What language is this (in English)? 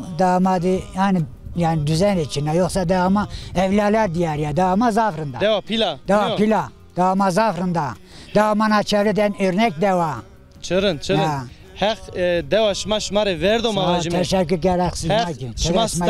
Zaza